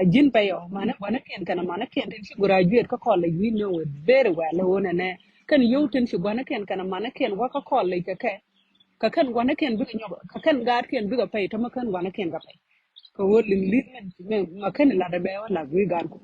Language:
Nuer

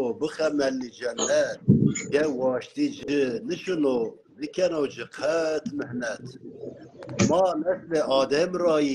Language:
Zaza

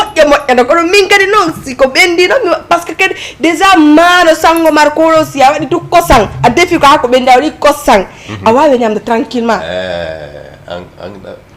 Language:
Fula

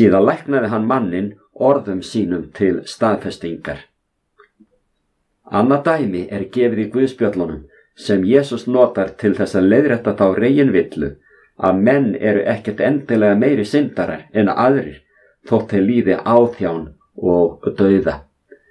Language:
Icelandic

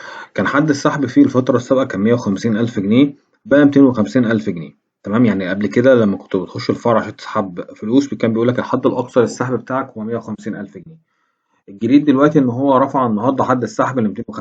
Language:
Egyptian Arabic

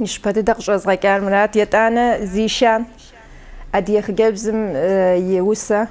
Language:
Kabardian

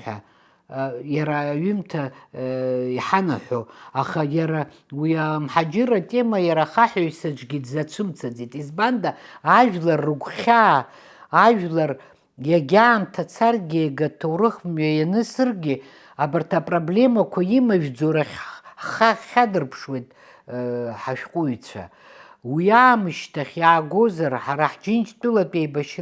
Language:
Abkhazian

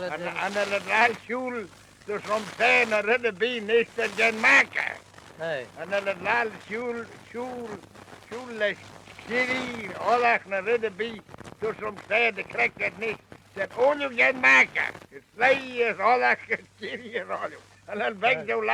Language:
Manx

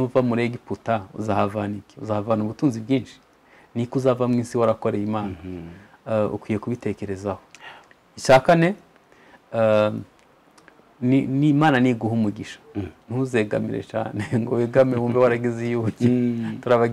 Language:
Kinyarwanda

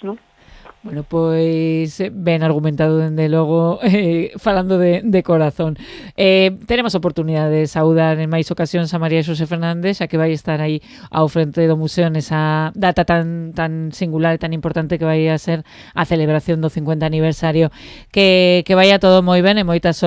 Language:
Galician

